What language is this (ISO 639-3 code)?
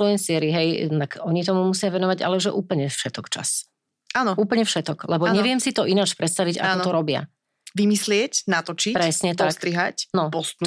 slk